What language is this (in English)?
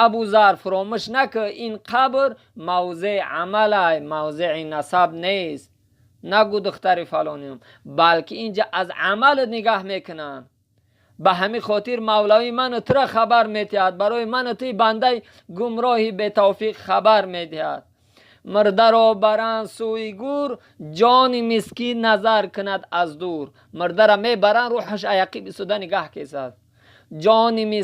Tajik